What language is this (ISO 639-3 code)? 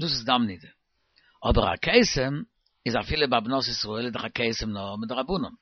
yid